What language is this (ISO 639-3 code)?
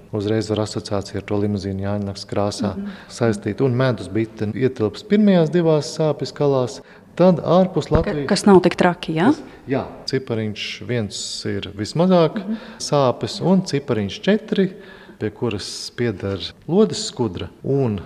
lav